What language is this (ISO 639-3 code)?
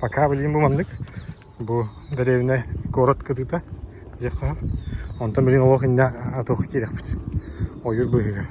sah